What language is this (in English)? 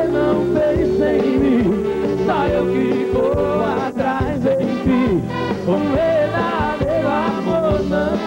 Portuguese